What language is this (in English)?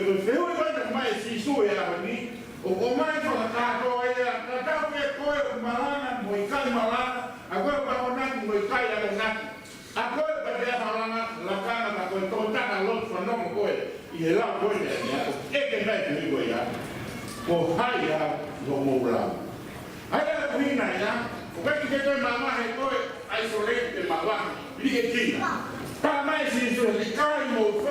Tongan